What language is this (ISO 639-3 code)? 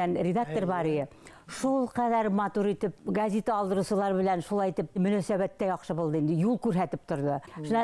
bak